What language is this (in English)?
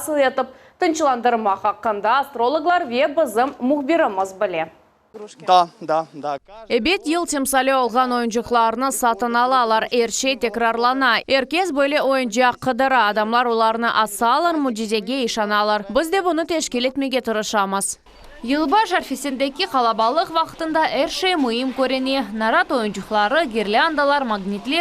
Crimean Tatar